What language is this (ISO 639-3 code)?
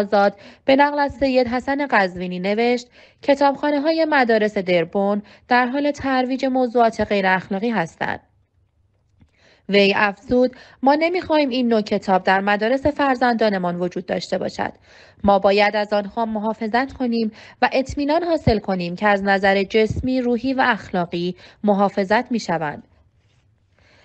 fas